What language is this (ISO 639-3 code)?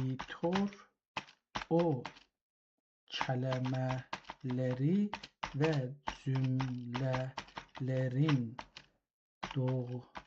azb